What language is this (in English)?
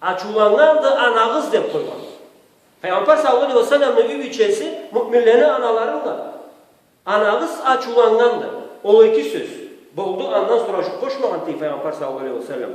Karachay-Balkar